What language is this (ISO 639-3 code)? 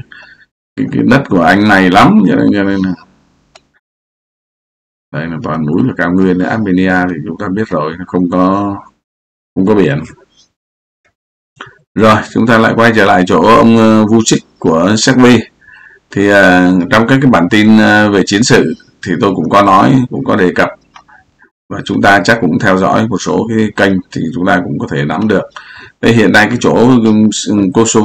vie